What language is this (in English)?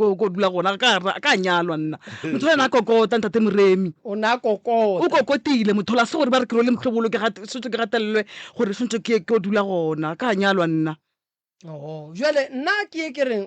Northern Sotho